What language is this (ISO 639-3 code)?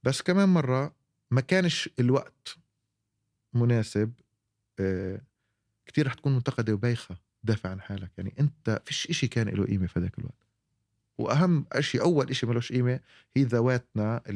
apc